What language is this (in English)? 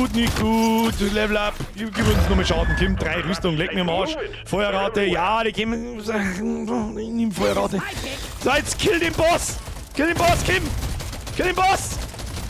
Bavarian